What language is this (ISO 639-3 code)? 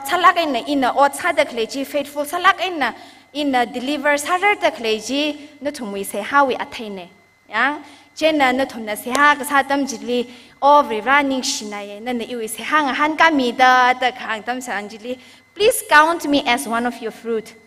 nmf